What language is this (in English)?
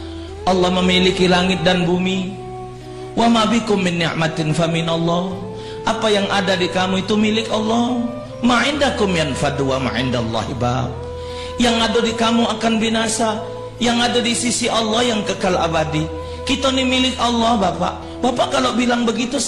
Musi